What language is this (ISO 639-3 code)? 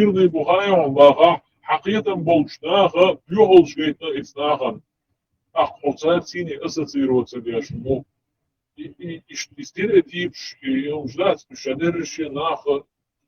che